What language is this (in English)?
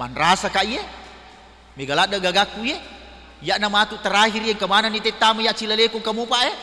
Buginese